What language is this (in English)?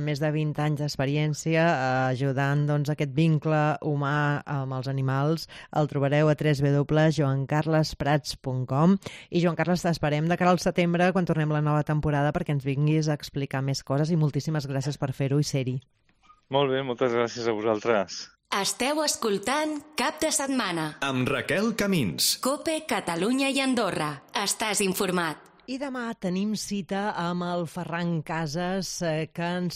Catalan